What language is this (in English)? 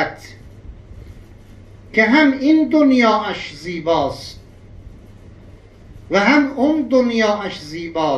Persian